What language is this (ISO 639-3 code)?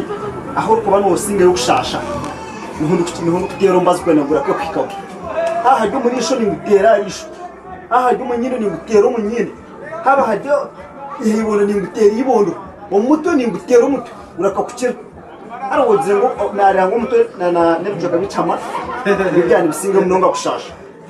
nyn